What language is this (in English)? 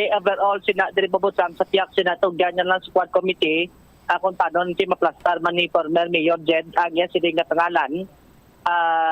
Hiligaynon